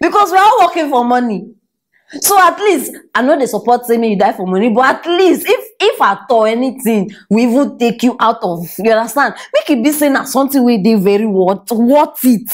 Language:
Nigerian Pidgin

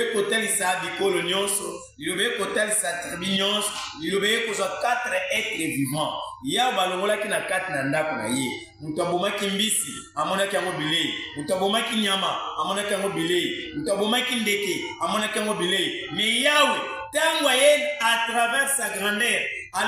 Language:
Lingala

